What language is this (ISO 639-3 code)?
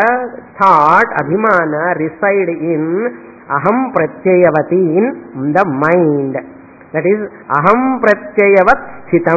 tel